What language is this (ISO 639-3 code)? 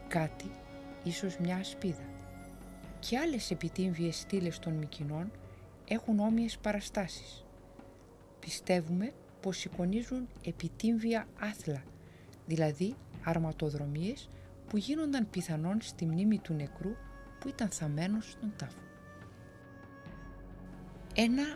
ell